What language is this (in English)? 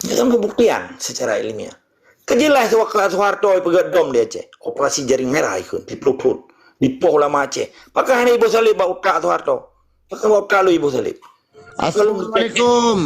Achinese